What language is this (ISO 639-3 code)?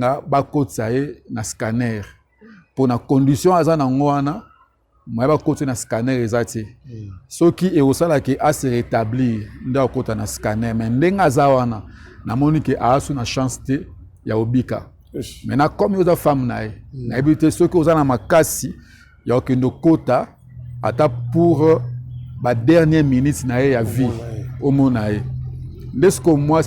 lin